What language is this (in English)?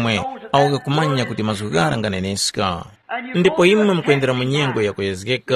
Tumbuka